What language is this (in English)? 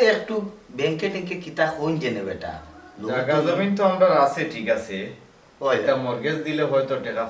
Sylheti